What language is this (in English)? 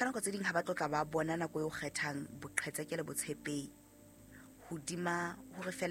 Southern Sotho